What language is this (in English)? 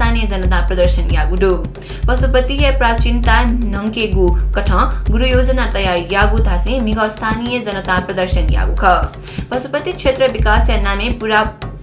Newari